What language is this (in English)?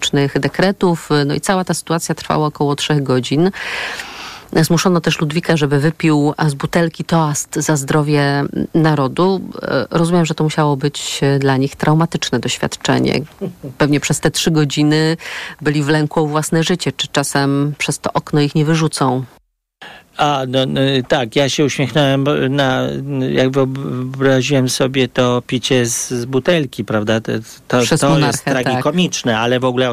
Polish